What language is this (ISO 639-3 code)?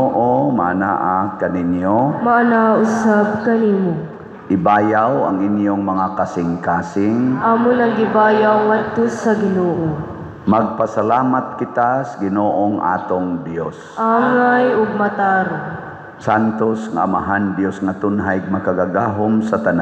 ceb